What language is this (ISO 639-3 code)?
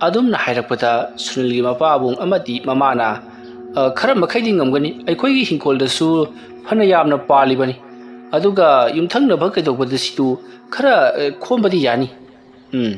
mni